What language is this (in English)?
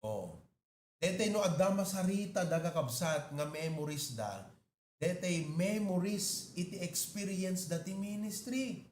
Iloko